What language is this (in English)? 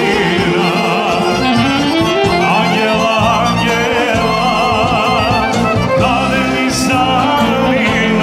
Macedonian